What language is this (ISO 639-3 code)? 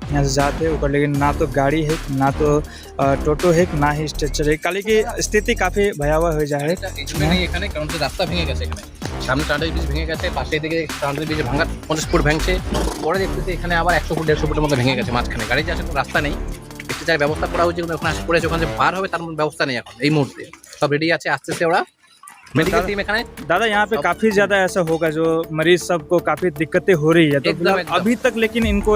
sck